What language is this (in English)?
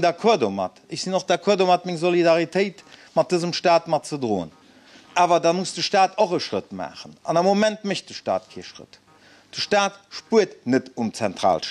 Luxembourgish